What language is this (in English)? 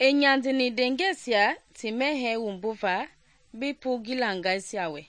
Mende